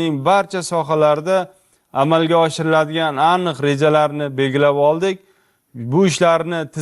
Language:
Uzbek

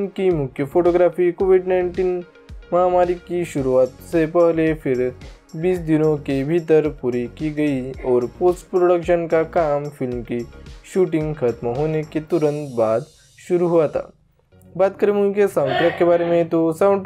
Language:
Hindi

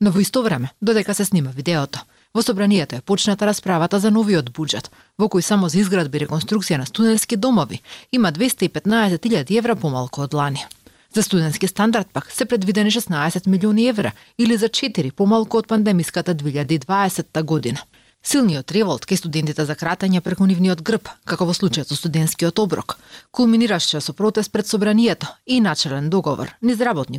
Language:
Macedonian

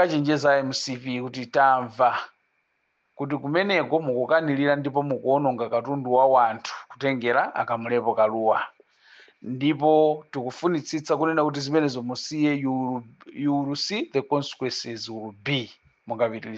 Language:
Nyanja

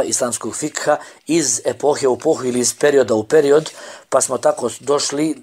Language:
Bosnian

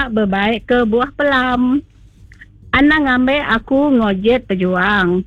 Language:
Iban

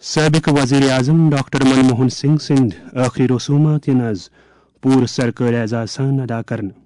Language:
Kashmiri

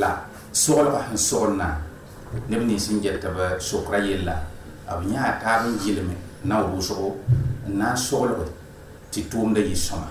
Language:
Mossi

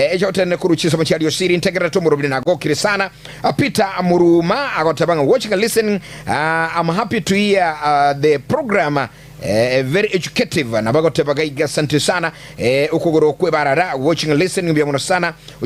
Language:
Gusii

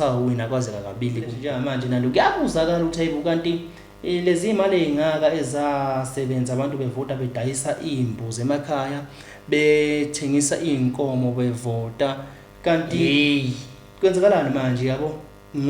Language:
Zulu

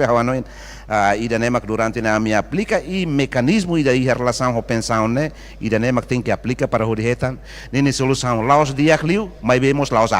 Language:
Tetum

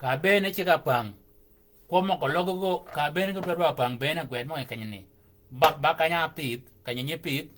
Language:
Shilluk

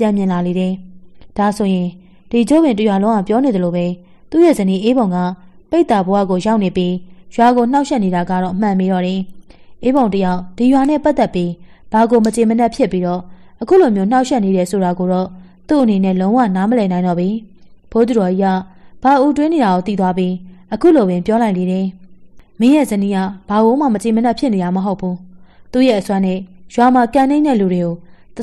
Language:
Burmese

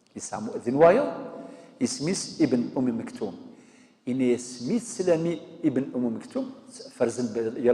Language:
Kabyle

